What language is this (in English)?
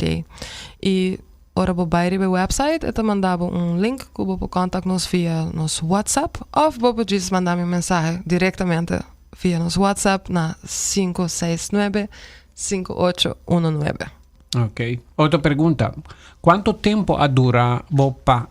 Papiamento